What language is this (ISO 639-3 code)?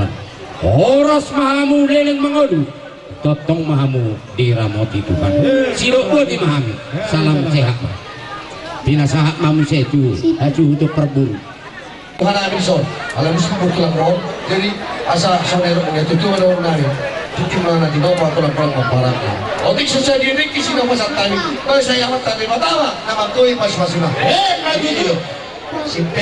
bbc